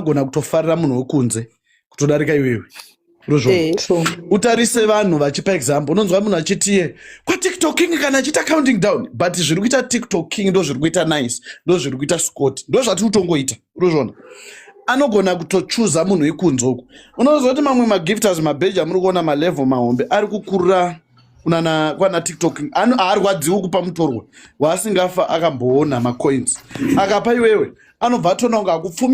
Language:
Shona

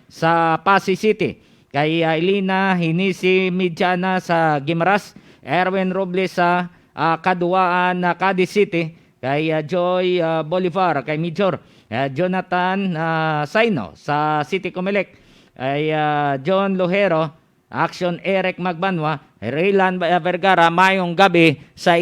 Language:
Hiligaynon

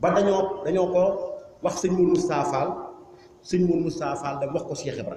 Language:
Wolof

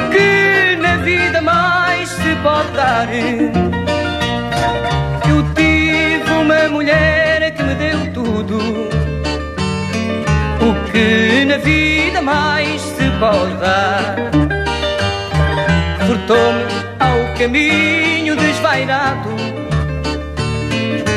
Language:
Portuguese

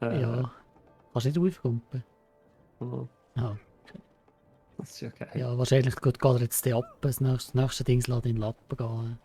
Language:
Swiss German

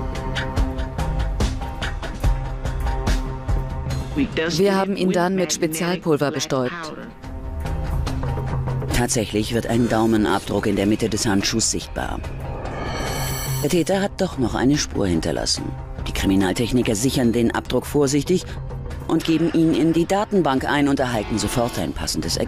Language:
German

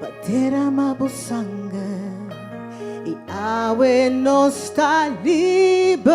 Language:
Papiamento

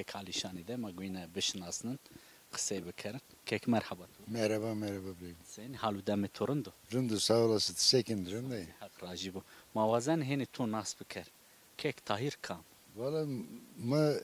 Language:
Zaza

